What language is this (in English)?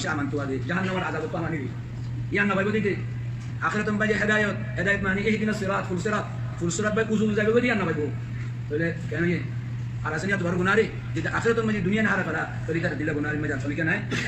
Rohingya